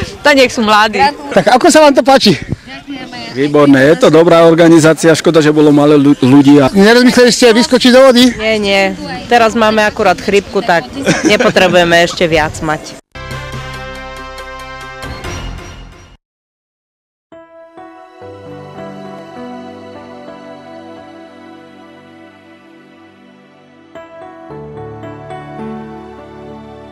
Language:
Slovak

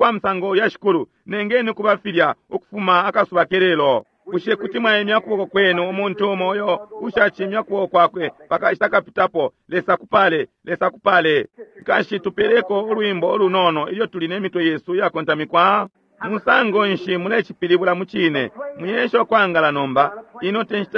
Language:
Bemba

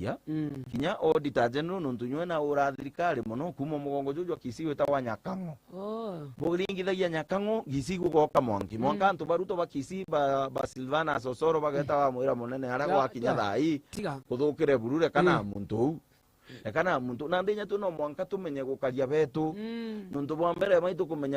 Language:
Meru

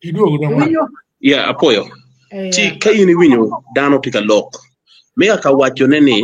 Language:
Acoli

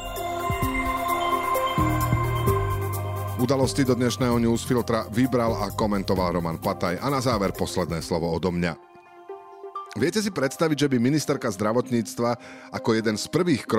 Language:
Slovak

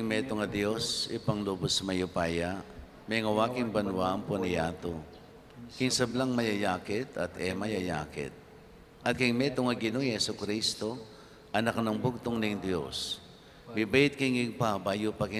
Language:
Pampanga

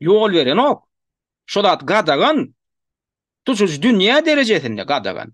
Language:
Turkmen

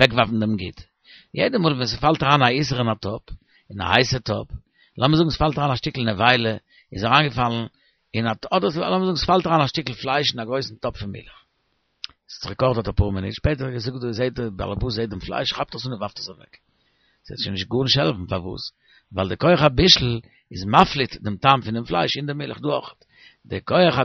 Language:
Yiddish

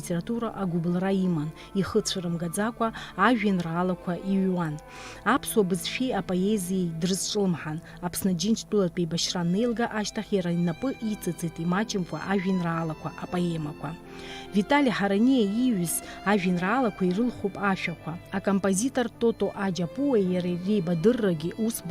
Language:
Abkhazian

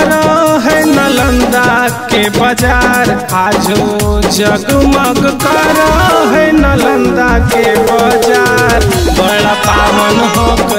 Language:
Magahi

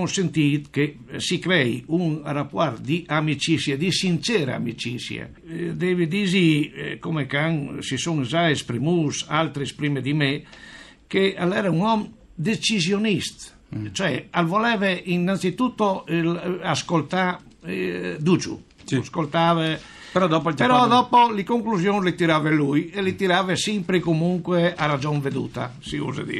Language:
Friulian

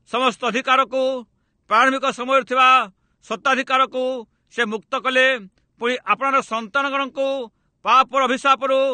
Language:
Odia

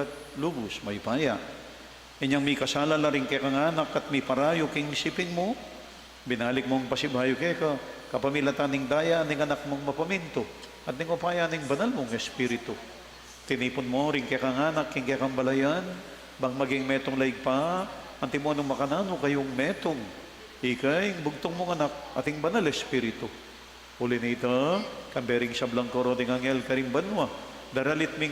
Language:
Pampanga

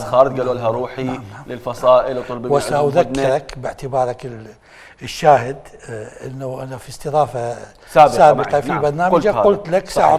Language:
Mesopotamian Arabic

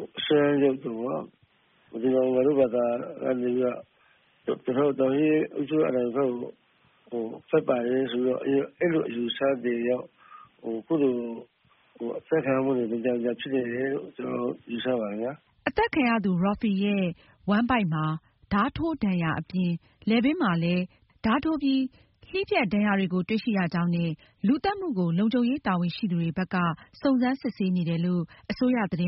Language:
Burmese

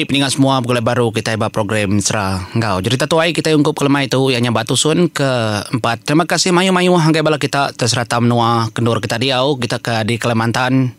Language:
Iban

